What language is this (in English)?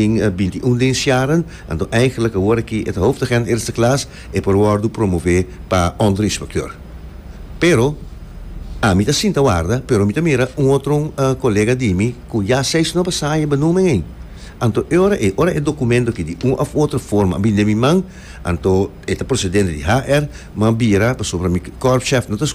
Papiamento